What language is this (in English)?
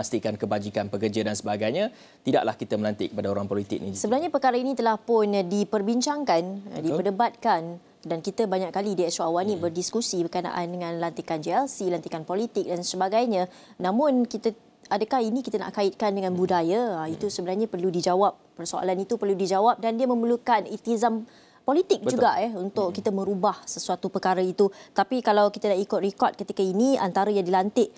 Malay